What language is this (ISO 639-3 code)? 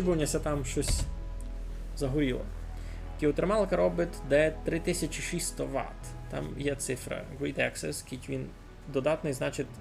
rue